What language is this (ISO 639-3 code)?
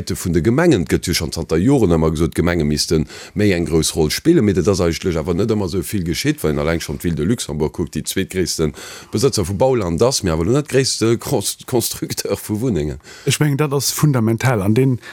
ltz